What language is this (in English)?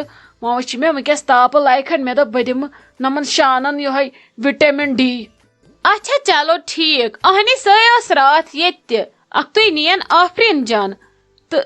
Kashmiri